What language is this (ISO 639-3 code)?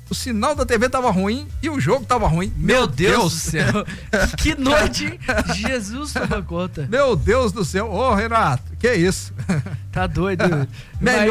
por